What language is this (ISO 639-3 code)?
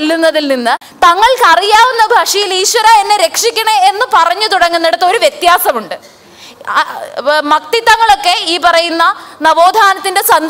mal